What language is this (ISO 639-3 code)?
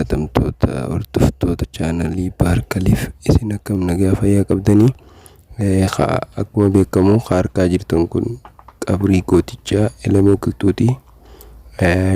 orm